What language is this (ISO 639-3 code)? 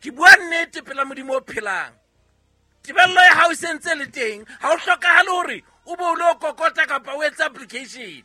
sot